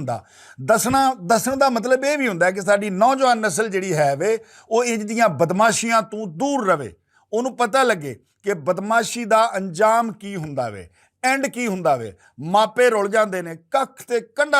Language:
Western Panjabi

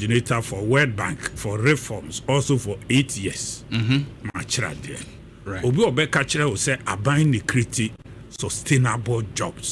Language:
Akan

